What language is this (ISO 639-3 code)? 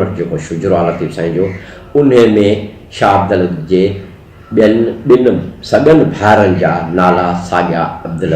snd